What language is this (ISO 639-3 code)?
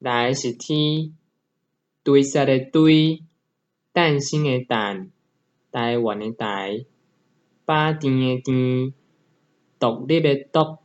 nan